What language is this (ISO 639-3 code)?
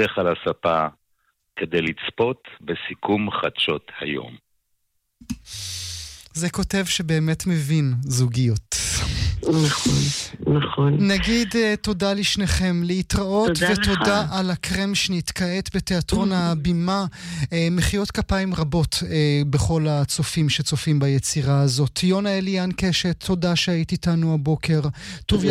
heb